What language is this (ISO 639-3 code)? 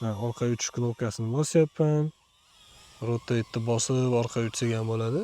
uzb